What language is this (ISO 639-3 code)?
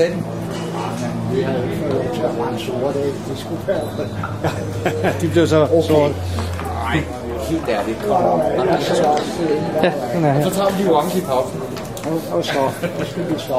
dan